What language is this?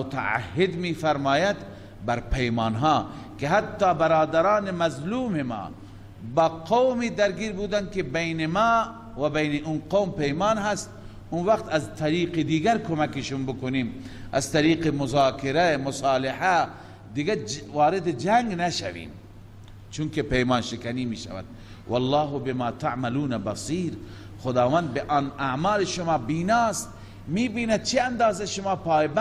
Persian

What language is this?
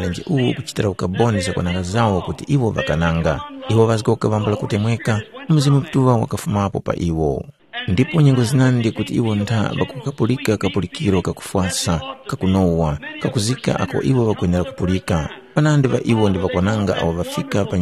Tumbuka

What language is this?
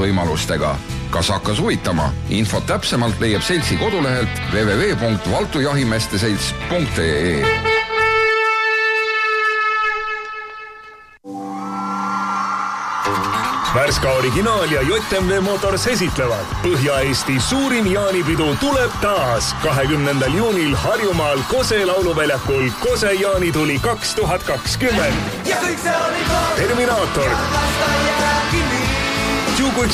Estonian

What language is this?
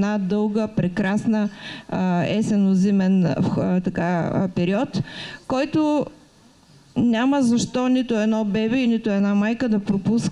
Bulgarian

